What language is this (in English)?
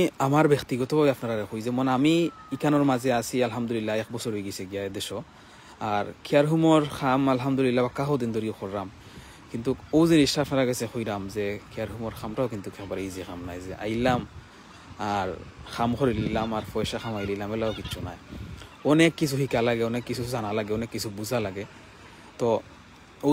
Sylheti